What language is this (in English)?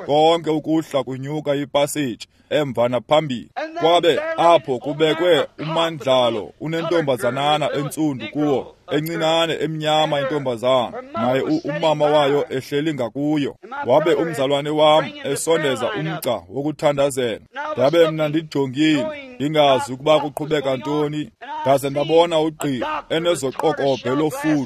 Xhosa